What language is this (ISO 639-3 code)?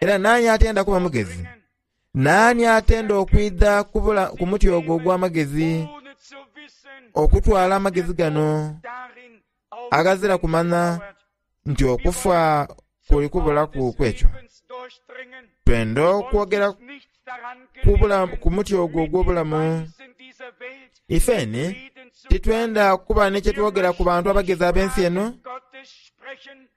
xog